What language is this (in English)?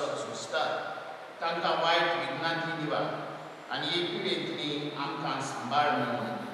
Konkani